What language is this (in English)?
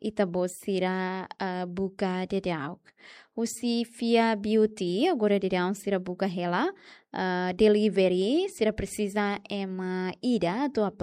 Tetum